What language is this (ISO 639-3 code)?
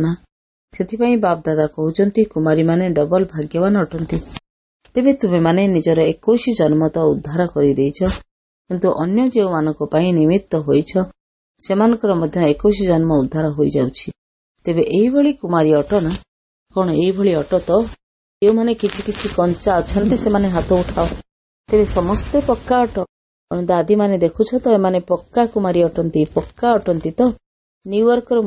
ori